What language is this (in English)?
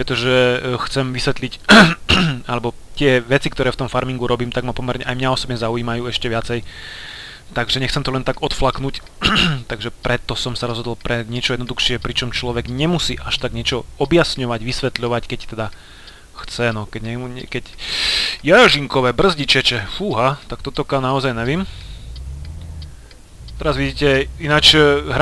Slovak